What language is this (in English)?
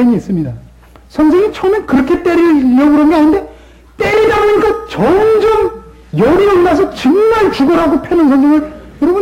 Korean